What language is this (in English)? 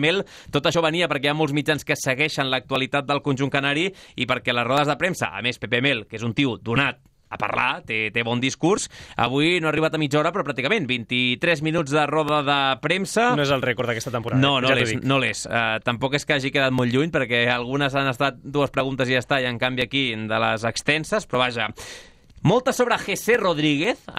Catalan